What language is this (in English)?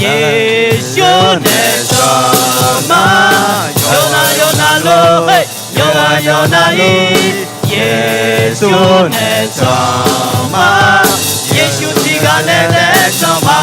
Akha